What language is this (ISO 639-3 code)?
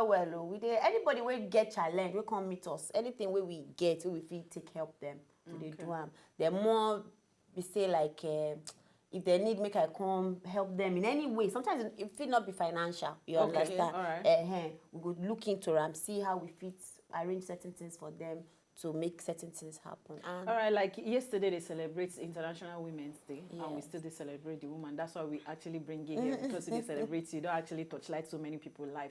pcm